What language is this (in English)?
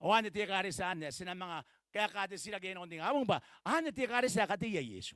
Gilbertese